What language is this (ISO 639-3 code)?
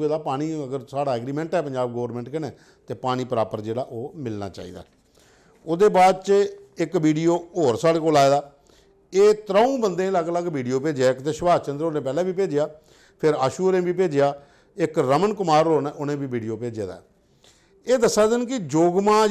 doi